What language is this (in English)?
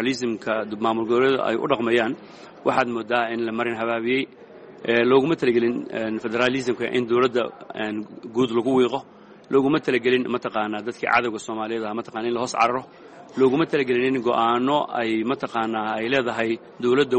Somali